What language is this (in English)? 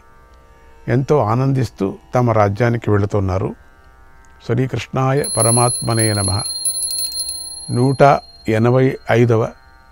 Telugu